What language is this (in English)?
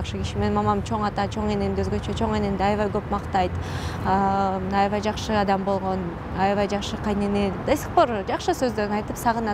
Kyrgyz